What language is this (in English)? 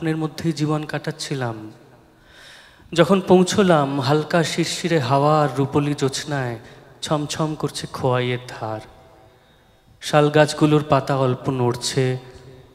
Bangla